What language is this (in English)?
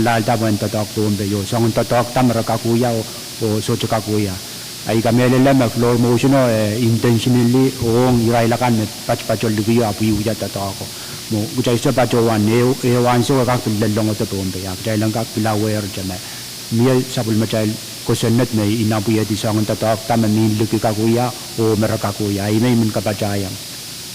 Pohnpeian